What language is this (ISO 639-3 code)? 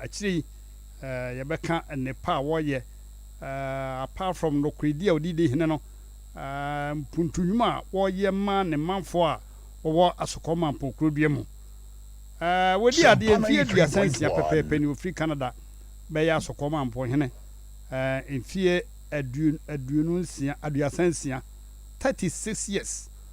aka